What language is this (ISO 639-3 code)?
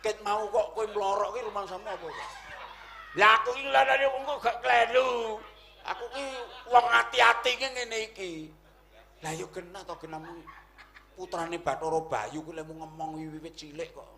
jav